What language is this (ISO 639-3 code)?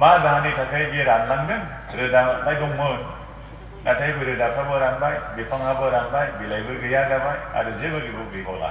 brx